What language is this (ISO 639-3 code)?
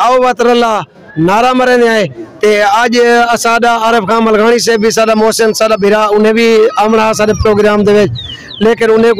skr